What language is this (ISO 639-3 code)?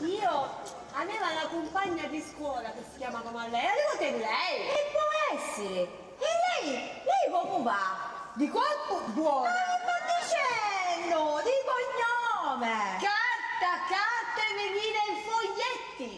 scn